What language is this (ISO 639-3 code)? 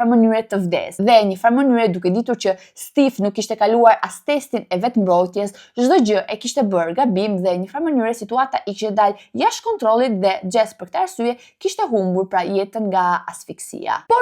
sqi